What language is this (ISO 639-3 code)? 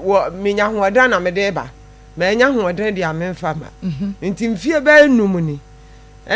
aka